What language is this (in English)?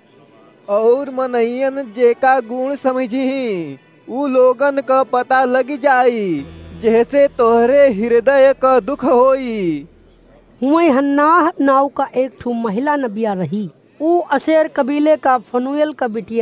Awadhi